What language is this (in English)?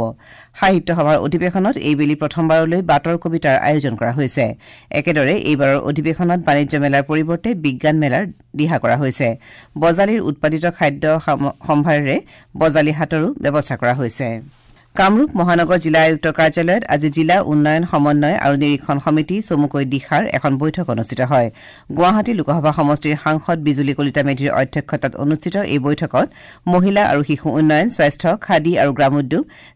Assamese